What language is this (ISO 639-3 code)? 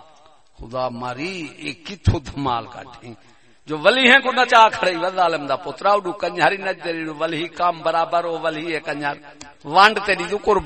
skr